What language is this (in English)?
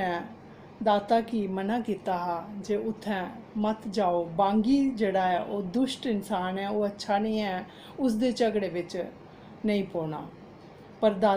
Dogri